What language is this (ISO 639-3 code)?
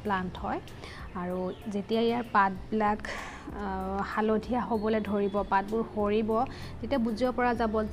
asm